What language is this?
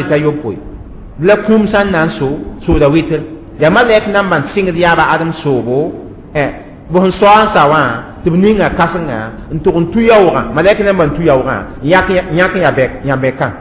Mossi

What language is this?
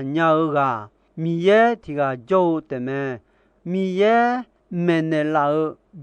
Akha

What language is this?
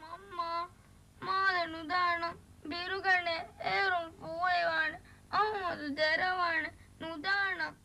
Divehi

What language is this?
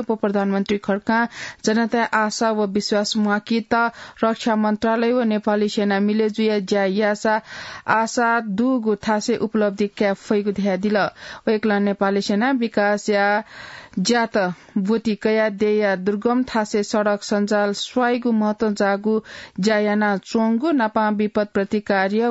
Newari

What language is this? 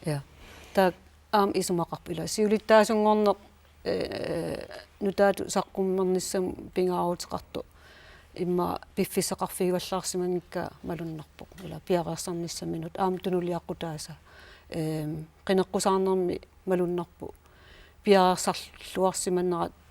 Kalaallisut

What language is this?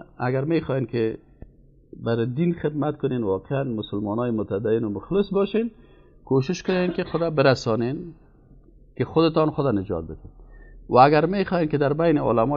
Persian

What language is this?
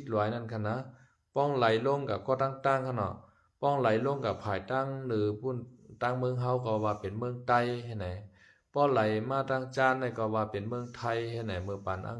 Shan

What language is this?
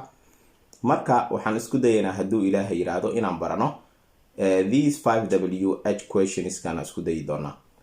Somali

